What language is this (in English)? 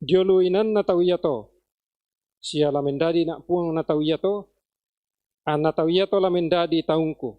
Toraja-Sa'dan